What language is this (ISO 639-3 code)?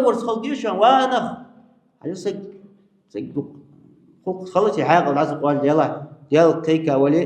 inh